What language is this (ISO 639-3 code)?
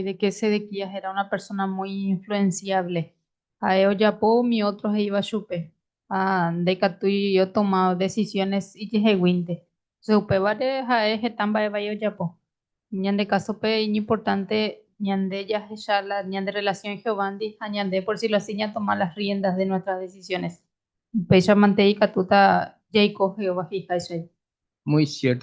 grn